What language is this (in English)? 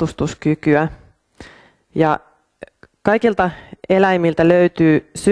Finnish